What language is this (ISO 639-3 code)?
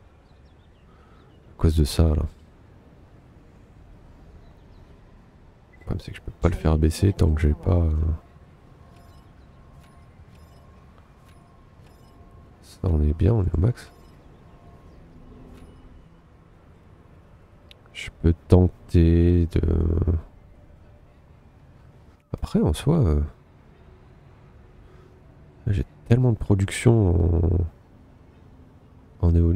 fra